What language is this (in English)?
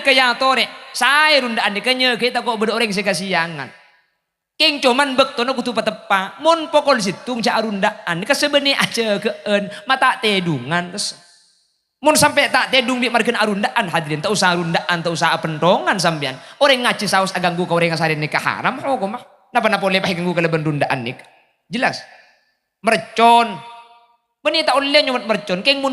Madurese